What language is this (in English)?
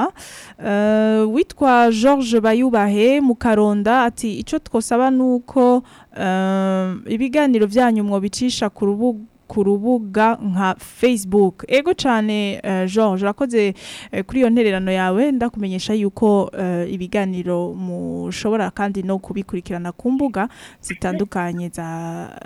Rundi